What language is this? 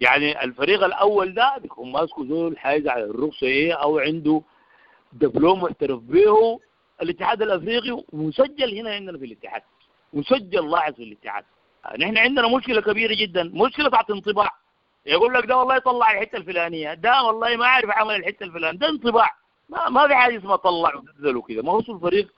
Sudanese Arabic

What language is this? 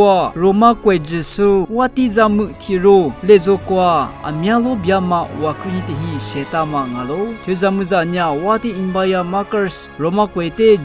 Lisu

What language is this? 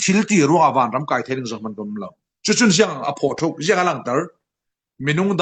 Falam Chin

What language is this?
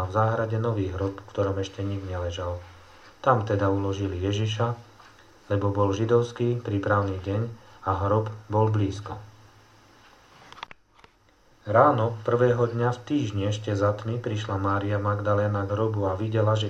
Slovak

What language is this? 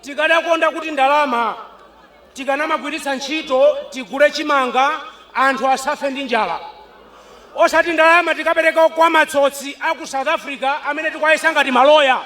Nyanja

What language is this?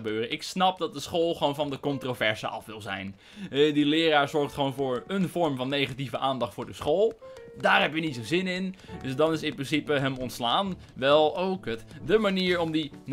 Dutch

